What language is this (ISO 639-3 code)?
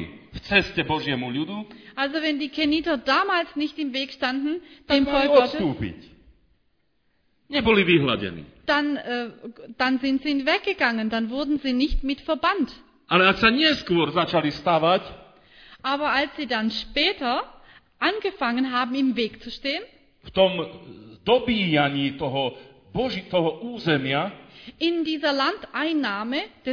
slk